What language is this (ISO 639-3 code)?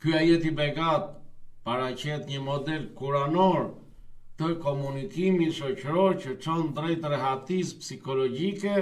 sqi